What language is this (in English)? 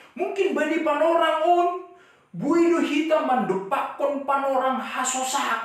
Batak Simalungun